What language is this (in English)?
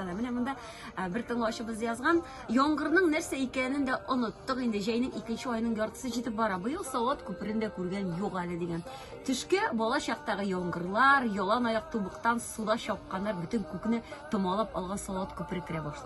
Tatar